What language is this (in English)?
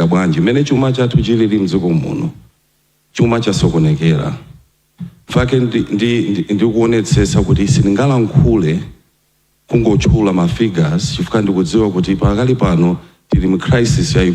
Nyanja